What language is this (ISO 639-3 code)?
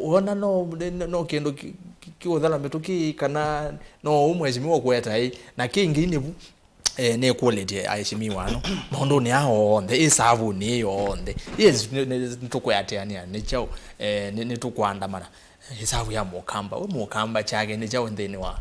kam